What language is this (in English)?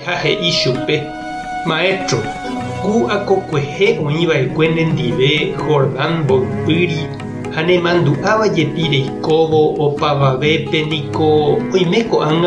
Guarani